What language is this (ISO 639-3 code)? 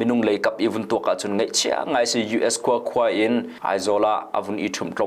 cnh